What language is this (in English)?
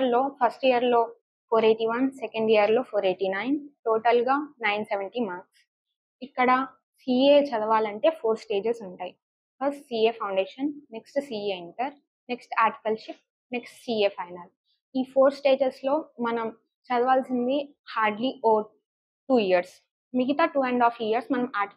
Telugu